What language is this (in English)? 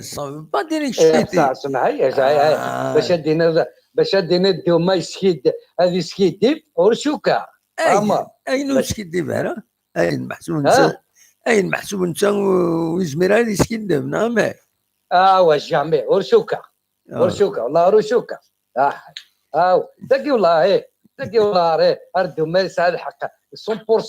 Kabyle